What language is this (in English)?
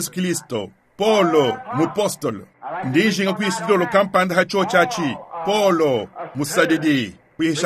Luba-Lulua